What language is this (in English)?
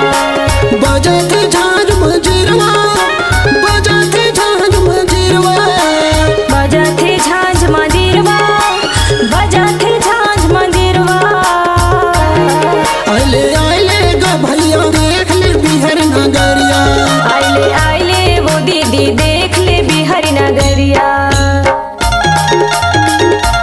Bhojpuri